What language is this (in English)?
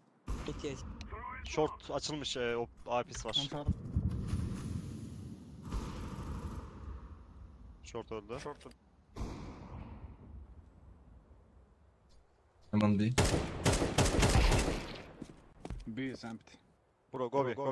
Turkish